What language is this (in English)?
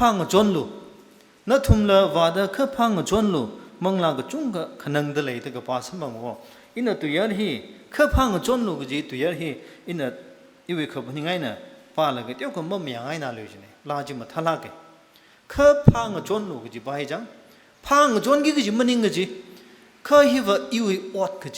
Tangkhul Naga (India)